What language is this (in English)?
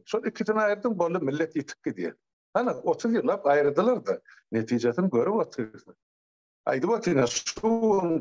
Turkmen